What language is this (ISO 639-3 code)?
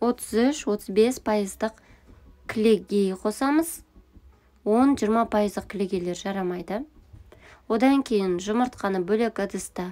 kaz